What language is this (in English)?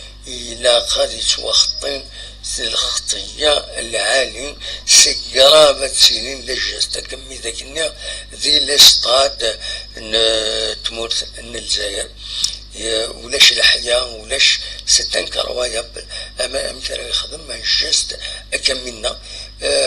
Kabyle